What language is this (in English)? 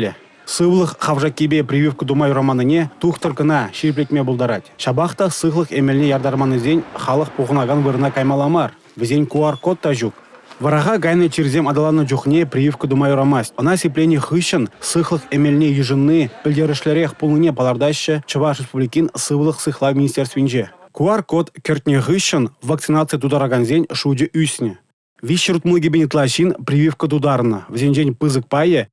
Chuvash